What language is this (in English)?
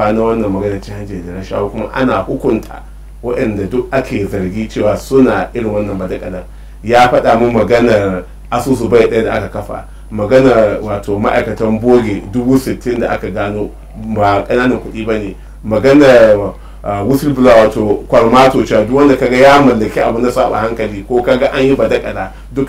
Hausa